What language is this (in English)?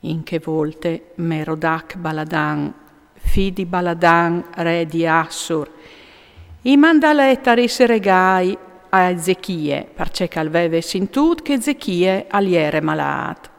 Friulian